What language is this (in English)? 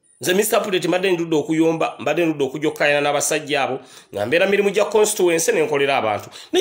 Ganda